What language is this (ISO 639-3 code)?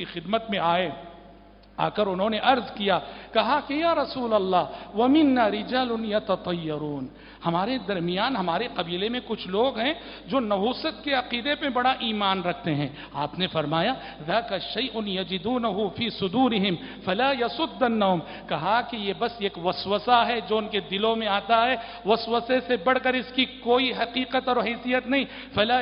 urd